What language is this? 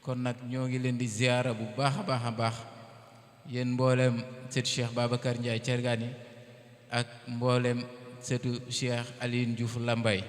Wolof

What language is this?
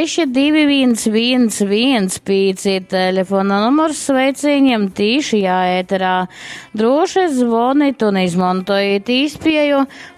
Latgalian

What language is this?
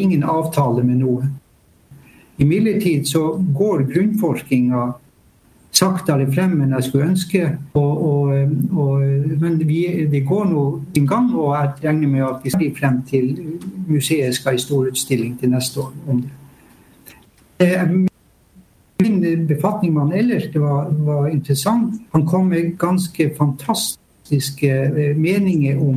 Norwegian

